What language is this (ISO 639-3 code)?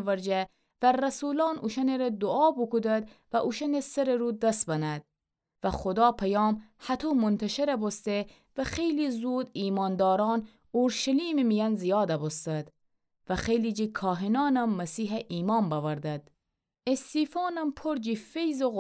glk